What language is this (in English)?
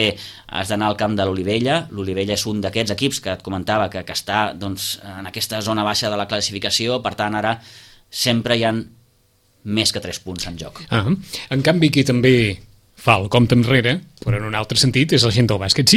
Catalan